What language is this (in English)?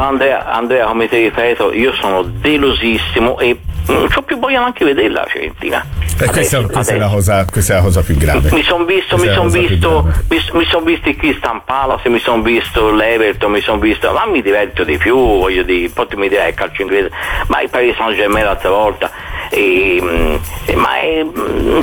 Italian